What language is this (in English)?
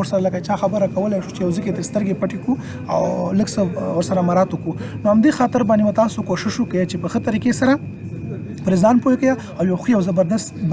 Pashto